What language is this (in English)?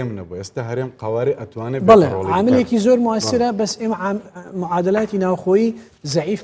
Central Kurdish